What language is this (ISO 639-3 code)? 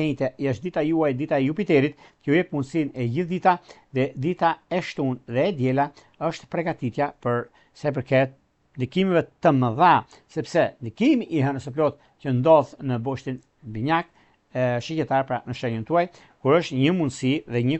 sqi